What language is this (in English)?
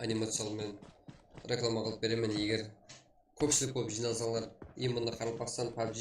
Kara-Kalpak